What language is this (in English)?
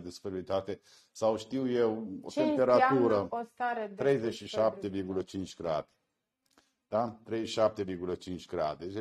Romanian